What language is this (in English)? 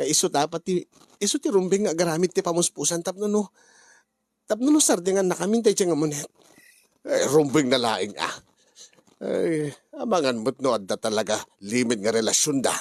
Iloko